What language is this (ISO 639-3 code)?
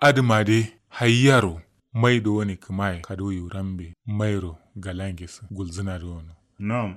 kau